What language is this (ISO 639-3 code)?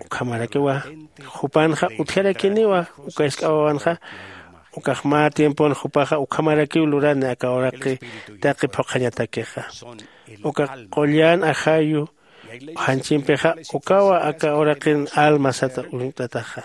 aym